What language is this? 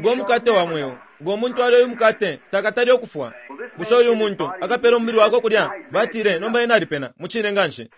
Bemba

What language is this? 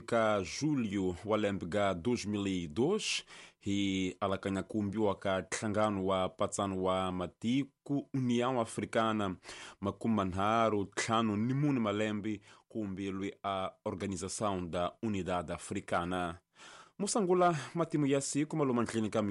Tsonga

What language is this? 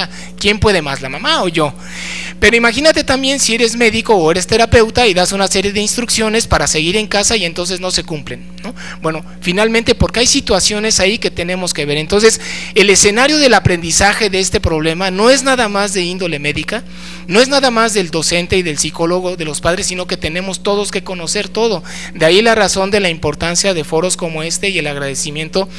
Spanish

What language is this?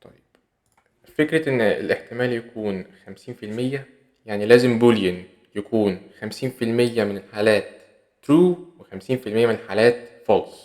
Egyptian Arabic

